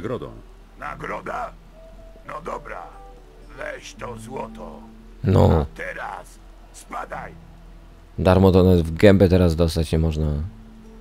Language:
Polish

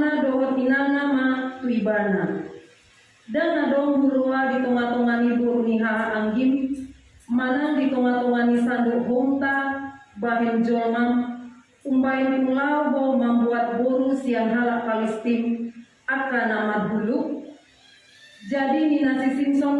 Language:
Batak Toba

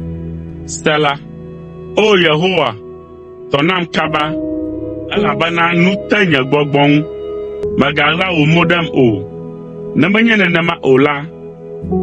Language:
Ewe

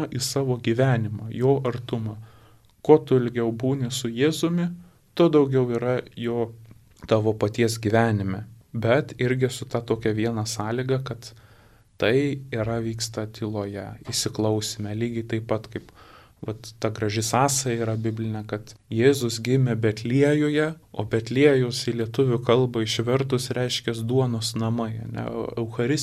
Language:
Lithuanian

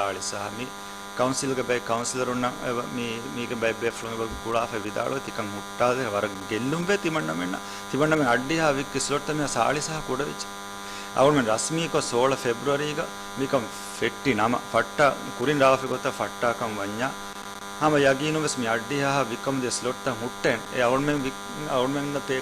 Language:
Divehi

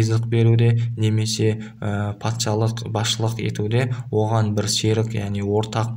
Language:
Kazakh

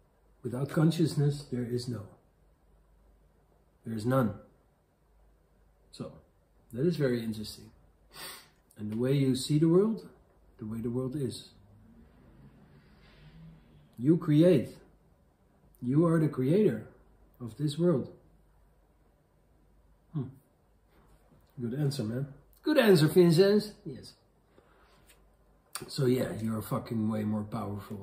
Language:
English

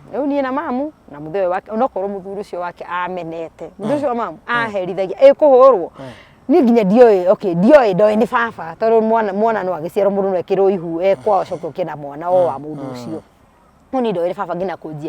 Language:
Kikuyu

